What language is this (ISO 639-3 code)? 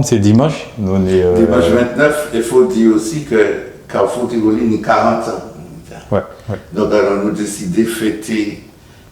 gcf